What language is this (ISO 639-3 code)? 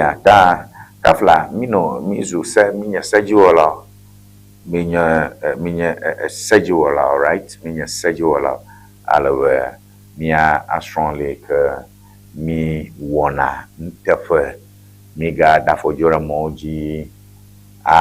ewe